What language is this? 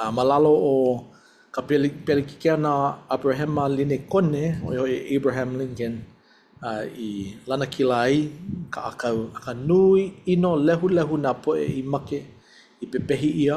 Hawaiian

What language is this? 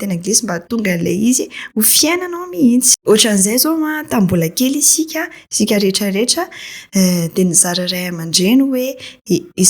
Malagasy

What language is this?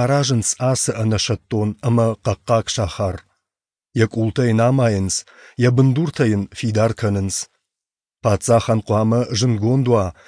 Ossetic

